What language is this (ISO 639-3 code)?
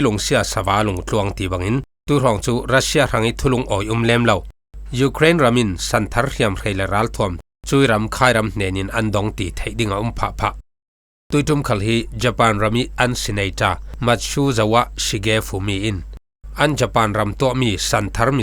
cfm